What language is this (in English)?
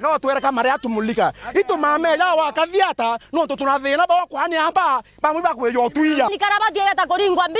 Meru